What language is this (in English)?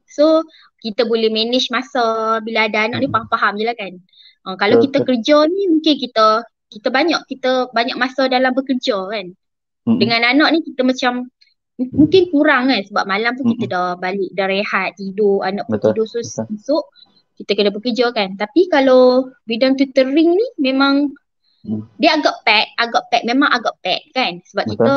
Malay